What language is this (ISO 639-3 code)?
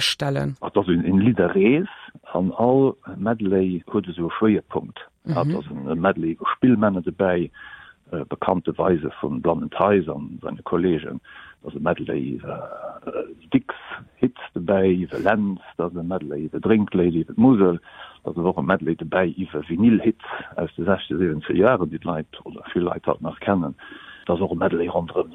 ltz